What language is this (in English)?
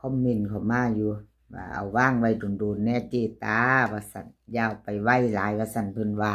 Northeastern Thai